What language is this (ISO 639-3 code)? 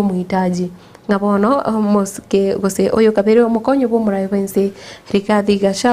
guz